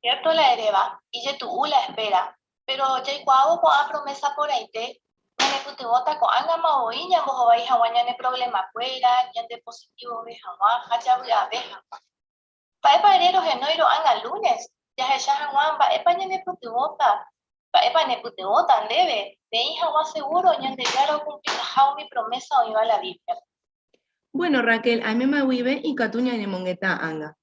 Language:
Guarani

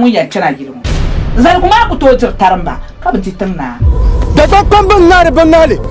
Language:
Dagbani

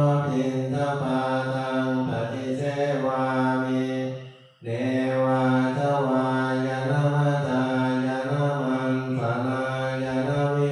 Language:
Pali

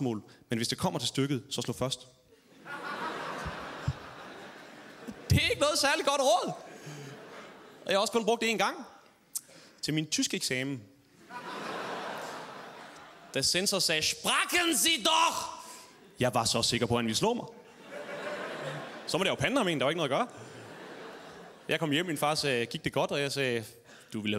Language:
Danish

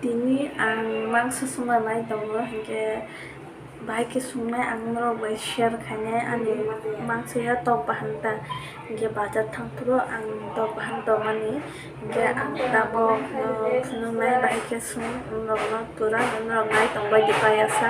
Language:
Kok Borok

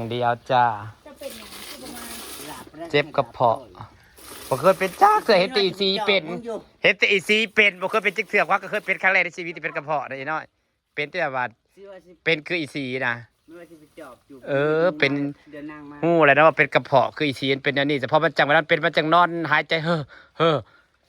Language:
Northeastern Thai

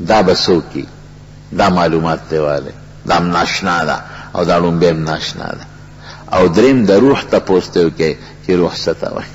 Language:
Pashto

